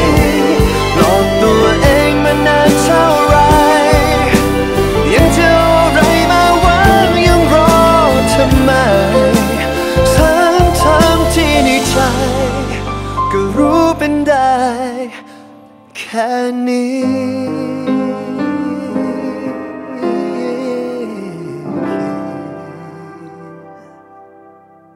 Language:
Thai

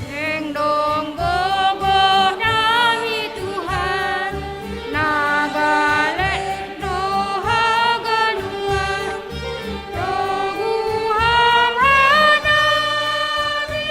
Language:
Batak Simalungun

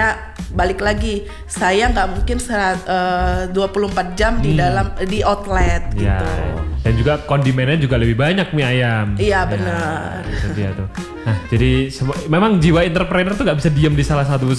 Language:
Indonesian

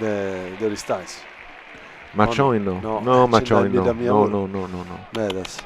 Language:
Sardinian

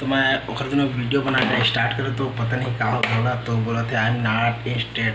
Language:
Chhattisgarhi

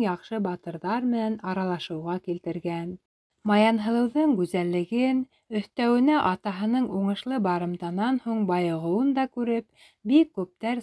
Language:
Bashkir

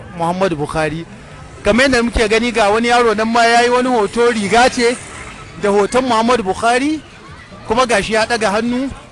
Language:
Hausa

